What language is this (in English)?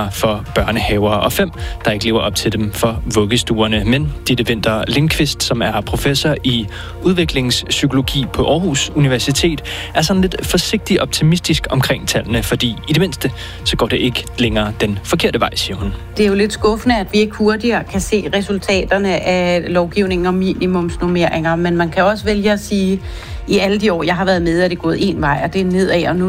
Danish